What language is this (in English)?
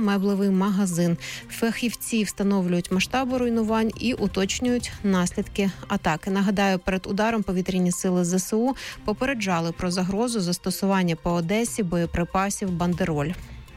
Ukrainian